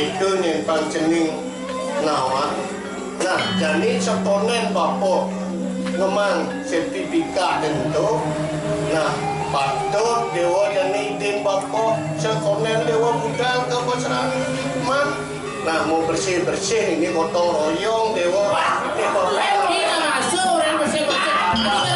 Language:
Balinese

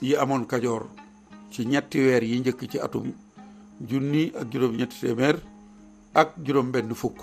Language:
Wolof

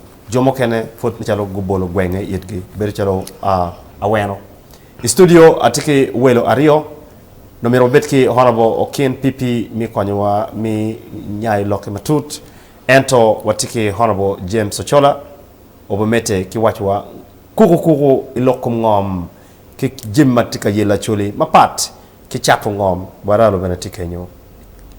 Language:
Acoli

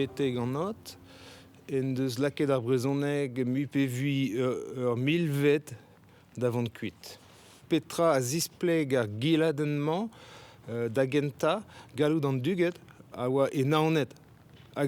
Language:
Breton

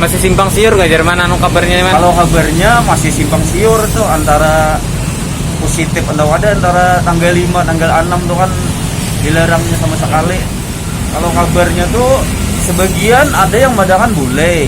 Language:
Banjar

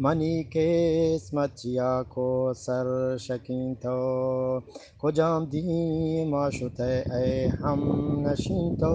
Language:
Eastern Balochi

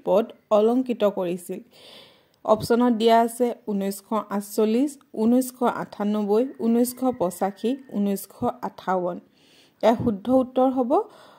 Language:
Assamese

